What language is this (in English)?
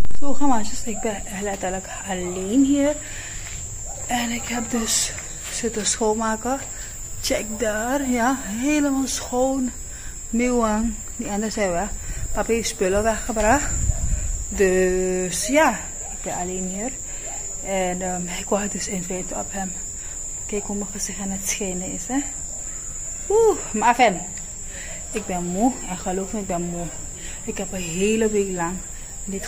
Dutch